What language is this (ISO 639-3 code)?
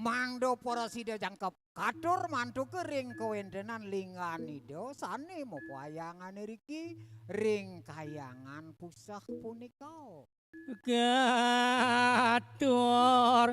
ban